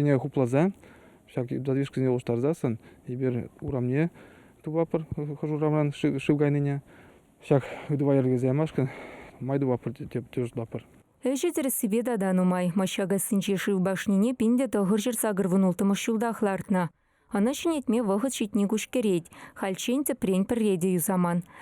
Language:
Chuvash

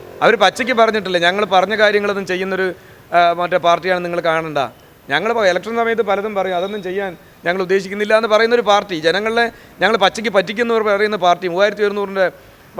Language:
Malayalam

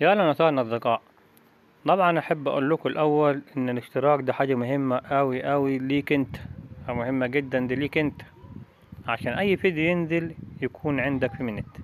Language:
Egyptian Arabic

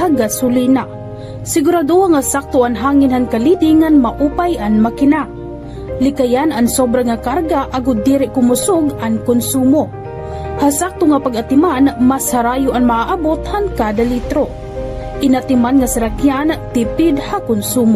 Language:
Waray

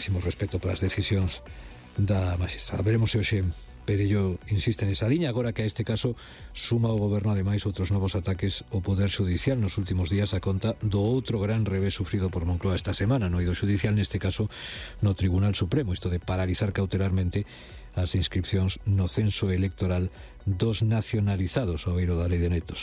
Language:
Galician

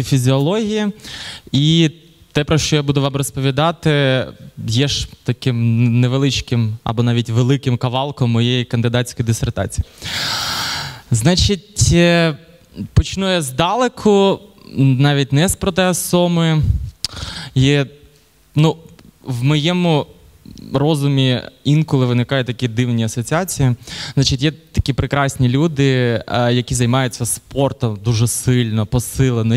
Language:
Ukrainian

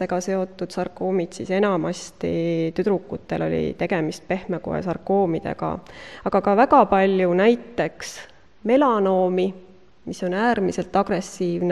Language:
Estonian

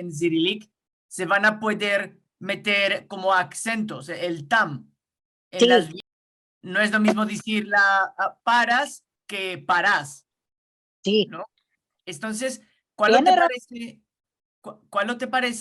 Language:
Ladino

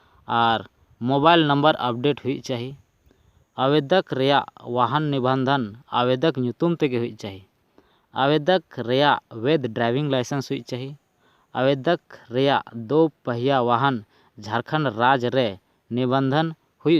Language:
Santali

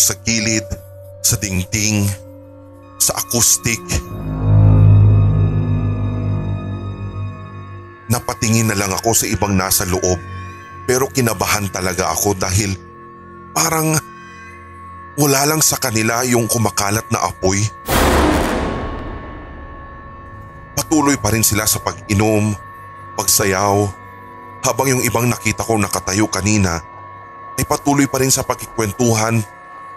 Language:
Filipino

